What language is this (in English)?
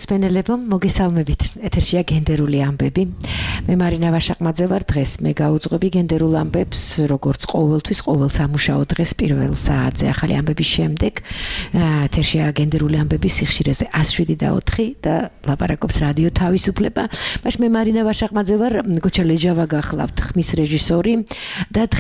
Georgian